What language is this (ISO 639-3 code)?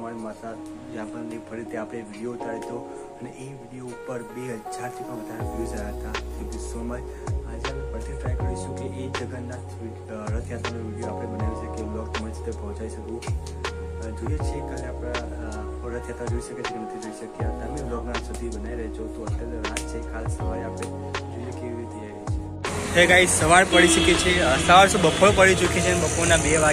guj